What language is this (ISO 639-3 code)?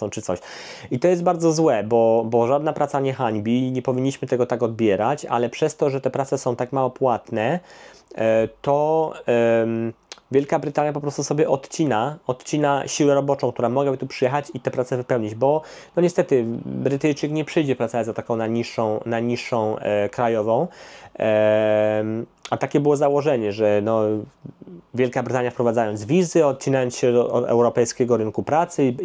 pol